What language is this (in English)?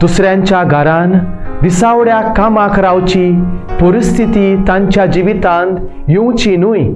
Konkani